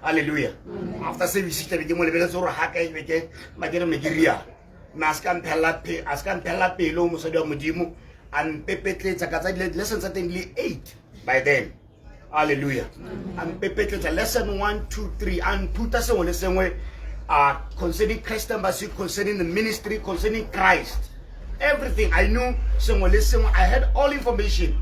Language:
Tswana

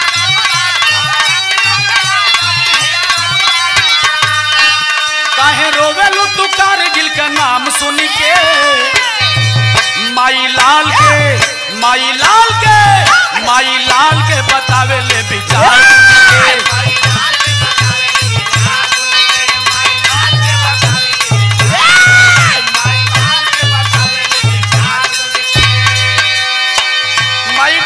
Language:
Bhojpuri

